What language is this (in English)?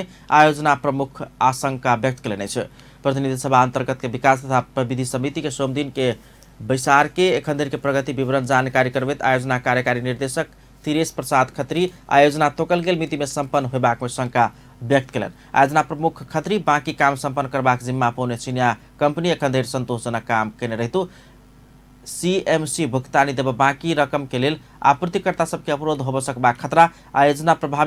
Maithili